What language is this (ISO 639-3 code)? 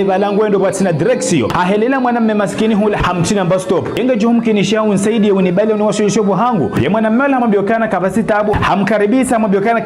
zdj